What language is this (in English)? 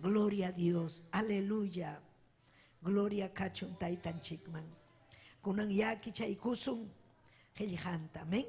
Ayacucho Quechua